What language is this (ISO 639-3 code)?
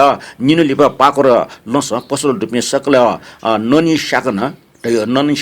new